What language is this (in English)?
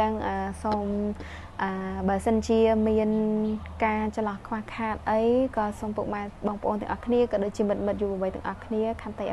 Khmer